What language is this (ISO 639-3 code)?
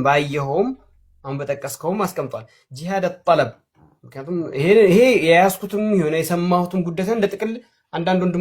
amh